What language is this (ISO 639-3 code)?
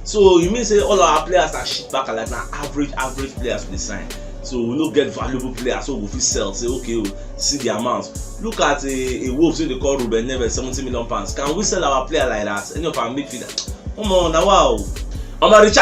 pcm